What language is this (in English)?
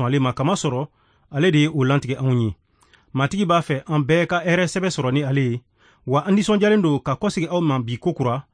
Bambara